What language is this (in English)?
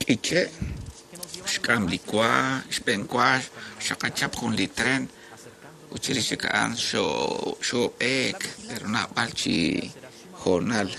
Kekchí